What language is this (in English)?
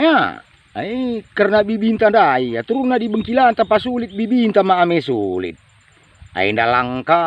Batak Karo